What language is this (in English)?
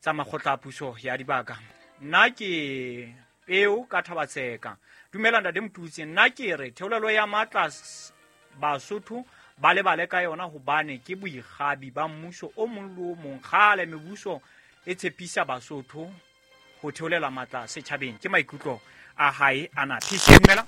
Southern Sotho